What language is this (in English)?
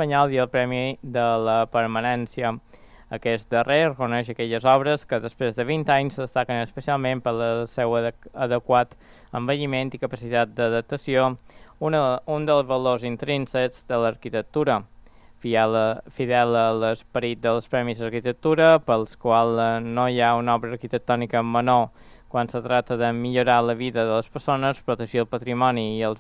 Catalan